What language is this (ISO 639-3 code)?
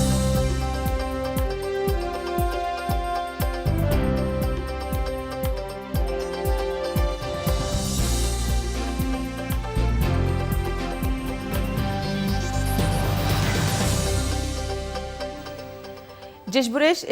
udm